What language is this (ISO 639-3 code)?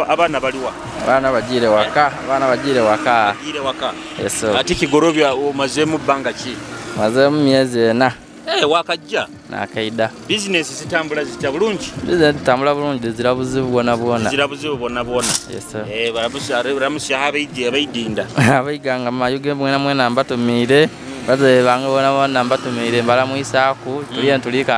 nyo